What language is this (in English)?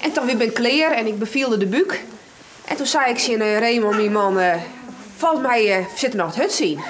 Western Frisian